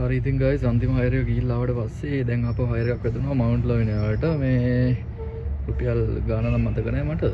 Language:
Sinhala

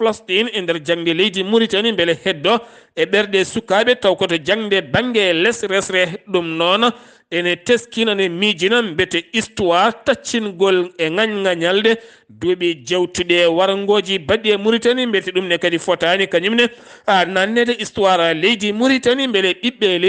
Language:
Fula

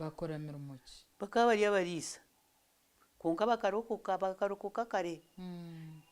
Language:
Nyankole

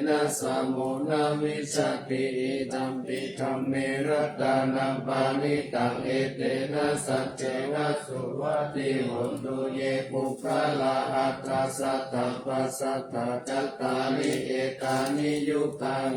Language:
Pali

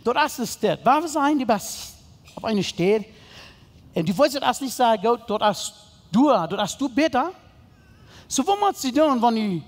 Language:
Plautdietsch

